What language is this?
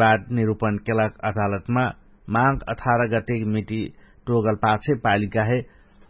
Dangaura Tharu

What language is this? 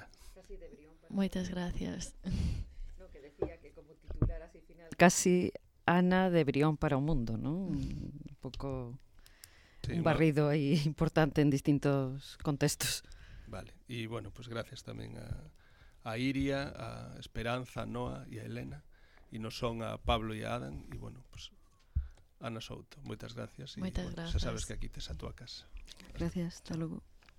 Galician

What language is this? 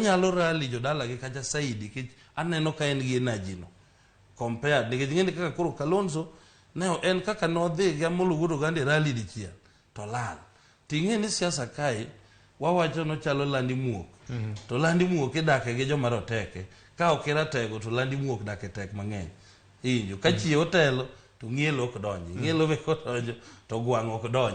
Luo (Kenya and Tanzania)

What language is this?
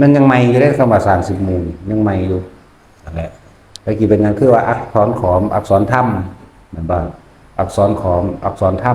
Lao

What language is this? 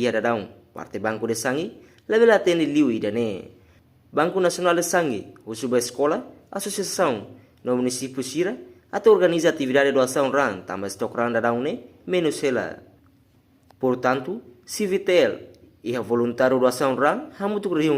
Tetum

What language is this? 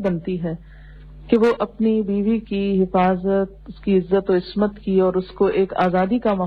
Urdu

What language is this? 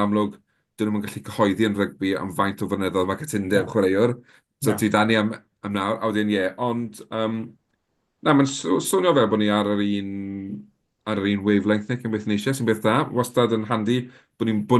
Welsh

